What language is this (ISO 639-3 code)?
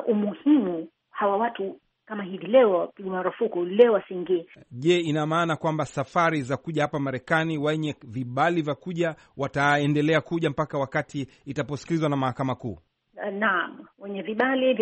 swa